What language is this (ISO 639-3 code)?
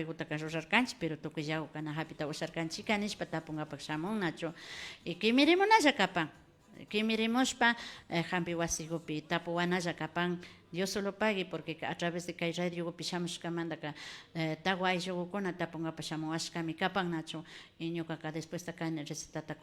qvi